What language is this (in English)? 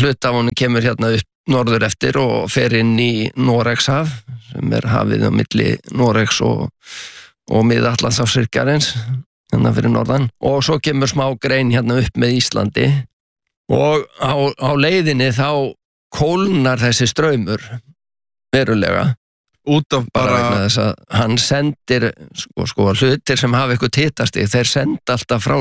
Icelandic